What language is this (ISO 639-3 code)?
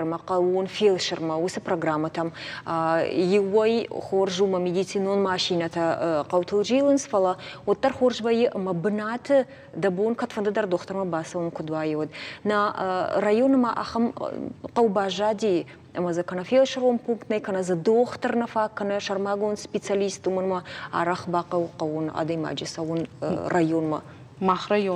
oss